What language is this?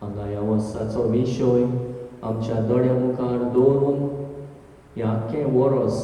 Konkani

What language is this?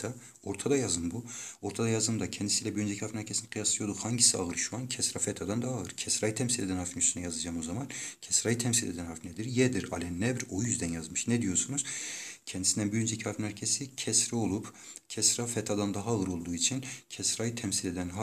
Turkish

